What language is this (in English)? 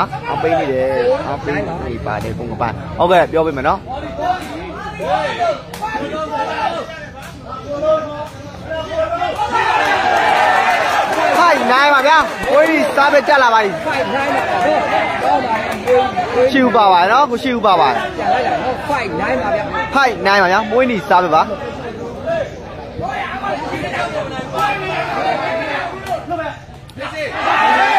Burmese